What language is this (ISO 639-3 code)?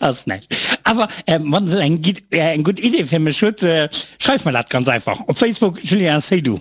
ltz